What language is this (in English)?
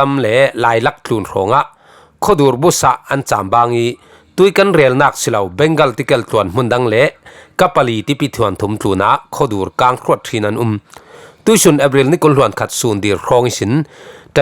Falam Chin